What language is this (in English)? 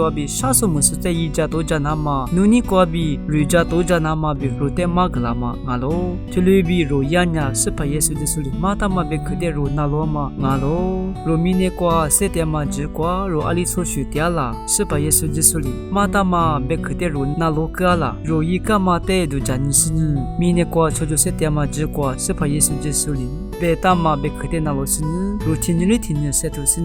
Lisu